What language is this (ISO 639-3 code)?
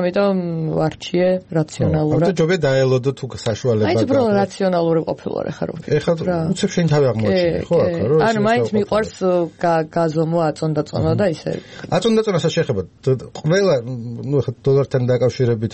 kat